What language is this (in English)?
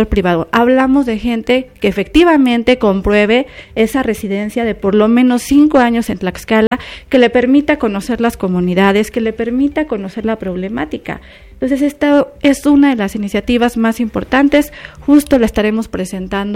Spanish